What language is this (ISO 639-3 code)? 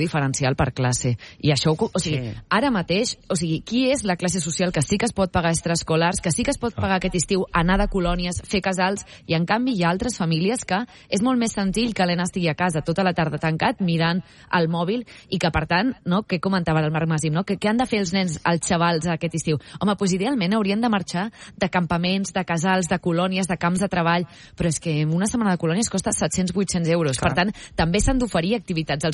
cat